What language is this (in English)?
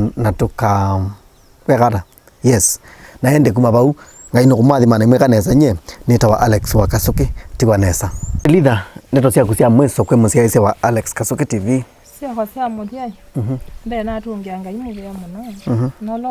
Kamba